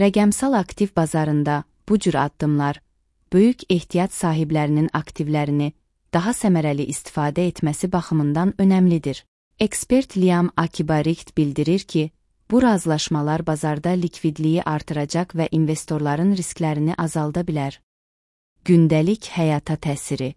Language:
Azerbaijani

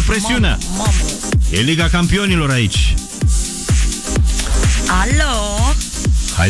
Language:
Romanian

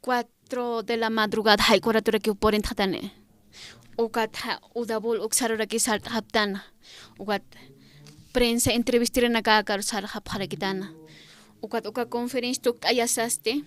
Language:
Aymara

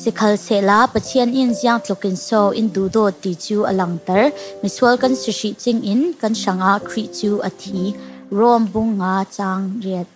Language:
Falam Chin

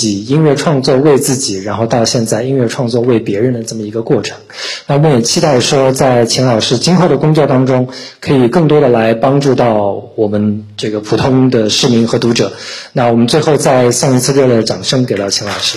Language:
Chinese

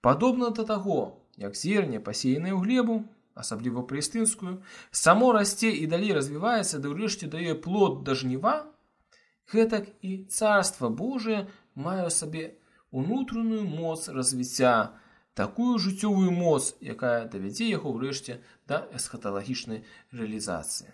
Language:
Belarusian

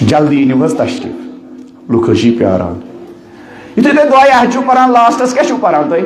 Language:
Kashmiri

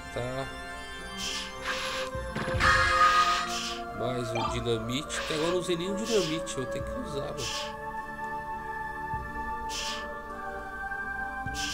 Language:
Portuguese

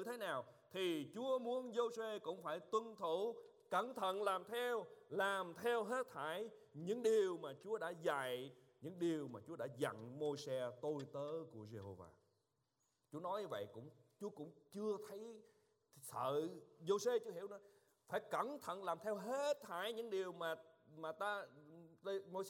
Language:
Vietnamese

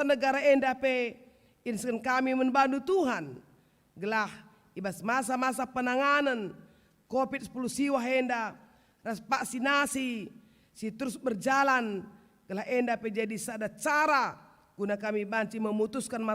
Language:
Batak Karo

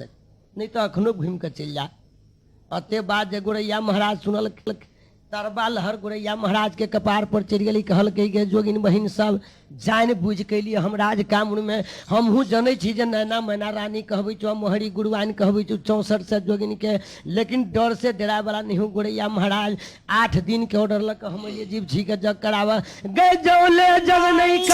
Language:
Maithili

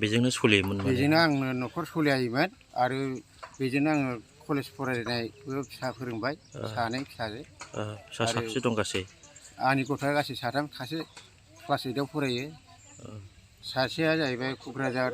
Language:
Bodo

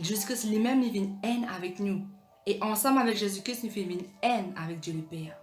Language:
Morisyen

